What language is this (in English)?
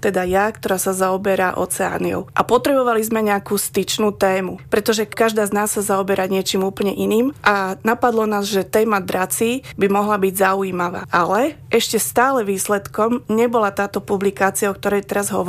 Slovak